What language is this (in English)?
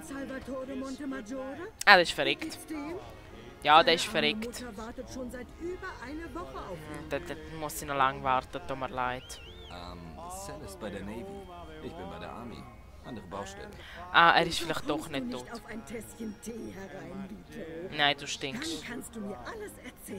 Swiss German